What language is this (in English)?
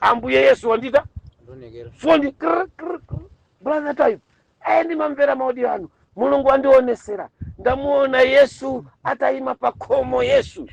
Nyanja